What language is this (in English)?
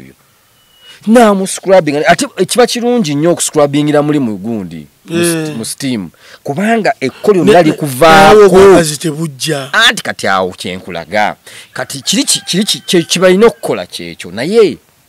Ganda